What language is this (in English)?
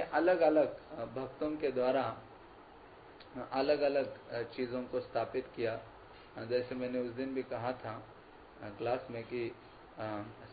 Hindi